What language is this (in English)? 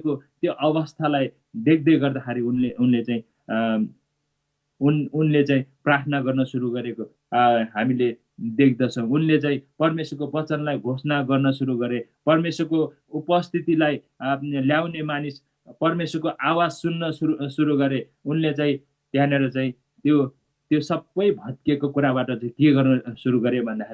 Nepali